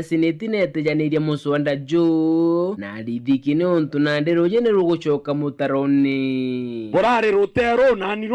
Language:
Meru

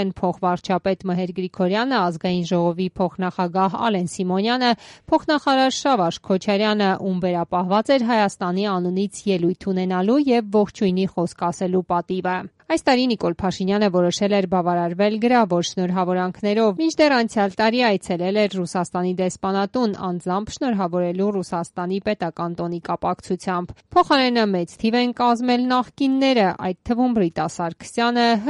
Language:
Armenian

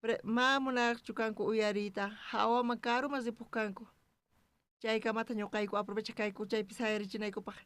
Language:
South Bolivian Quechua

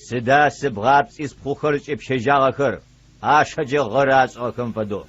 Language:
Adyghe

